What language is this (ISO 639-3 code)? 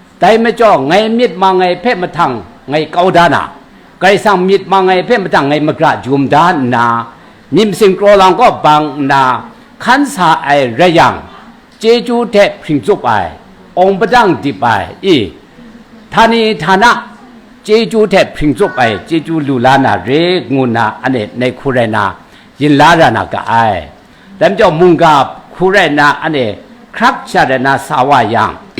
kac